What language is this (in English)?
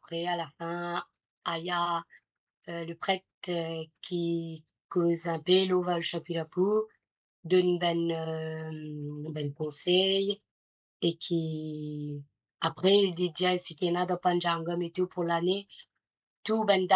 Morisyen